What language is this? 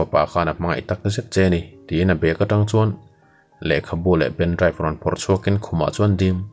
Mizo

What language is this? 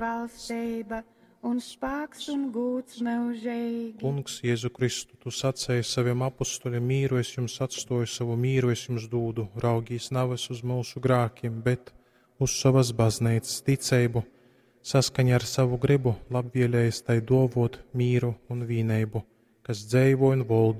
Latgalian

